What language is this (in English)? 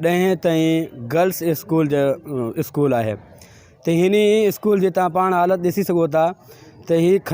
Sindhi